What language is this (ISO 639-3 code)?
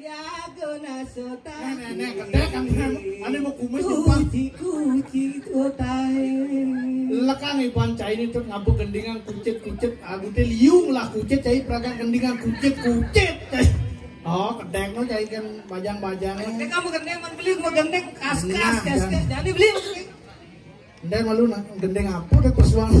ban